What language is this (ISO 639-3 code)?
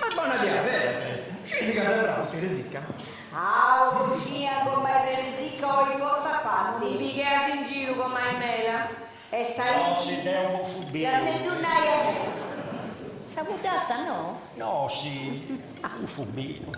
srd